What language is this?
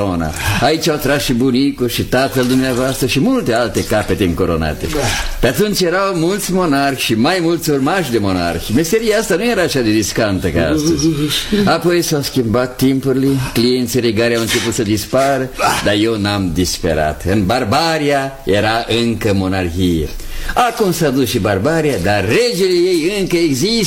Romanian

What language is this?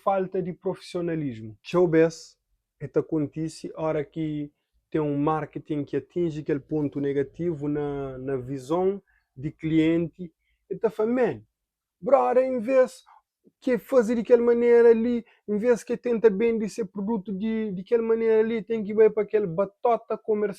Kabuverdianu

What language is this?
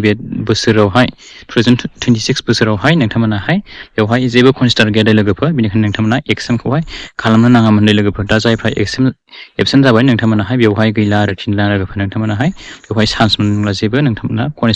Bodo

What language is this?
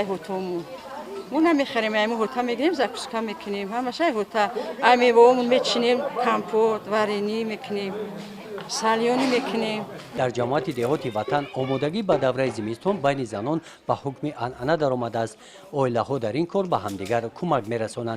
Tajik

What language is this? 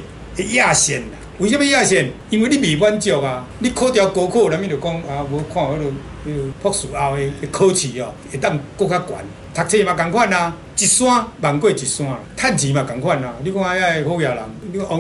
Min Nan Chinese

